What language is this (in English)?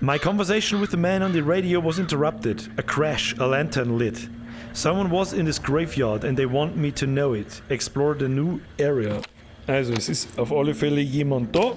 Bavarian